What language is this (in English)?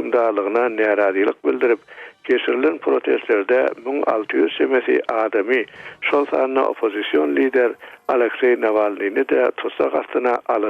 Turkmen